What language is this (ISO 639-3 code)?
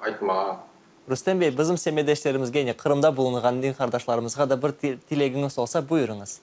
crh